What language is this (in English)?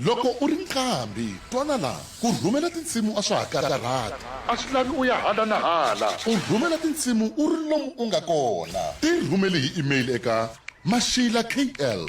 Tsonga